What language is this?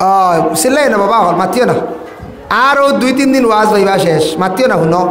Sylheti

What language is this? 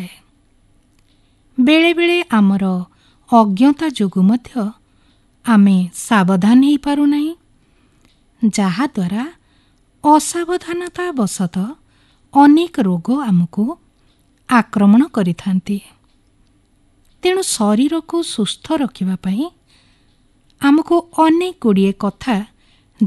Odia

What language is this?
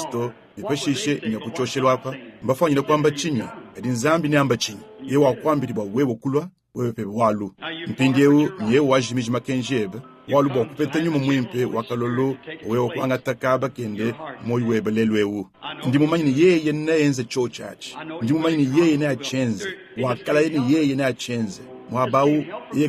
Luba-Lulua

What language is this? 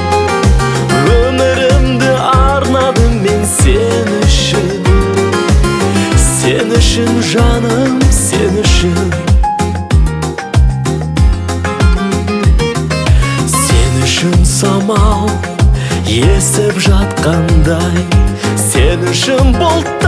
Kazakh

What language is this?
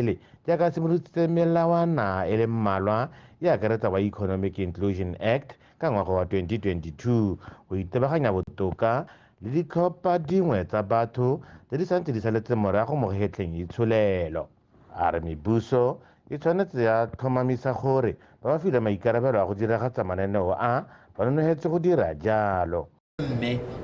Tswana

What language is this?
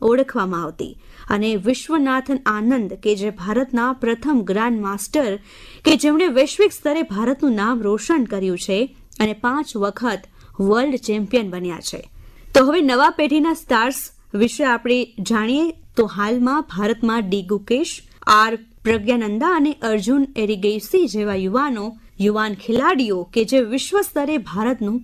Gujarati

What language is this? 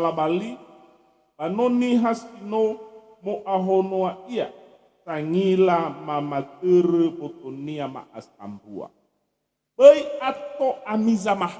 Nias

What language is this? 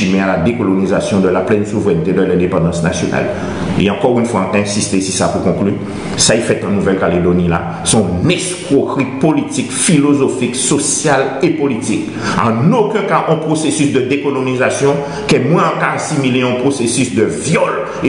Guadeloupean Creole French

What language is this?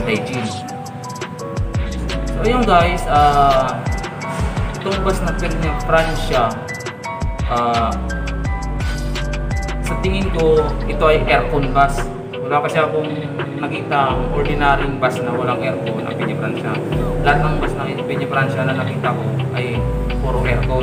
Filipino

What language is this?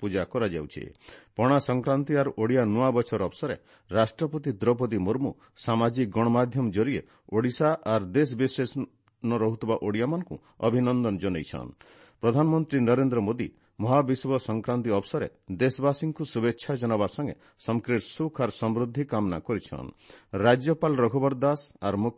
Odia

